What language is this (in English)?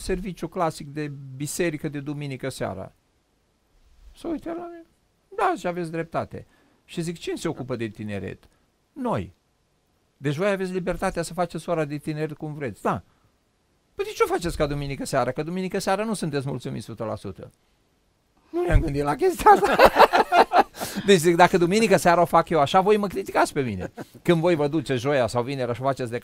Romanian